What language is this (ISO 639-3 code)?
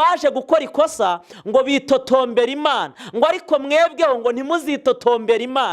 kin